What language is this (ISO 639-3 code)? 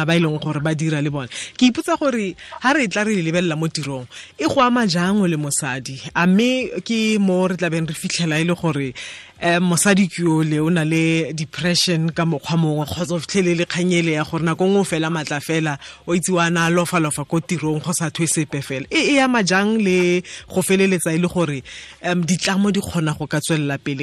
tsn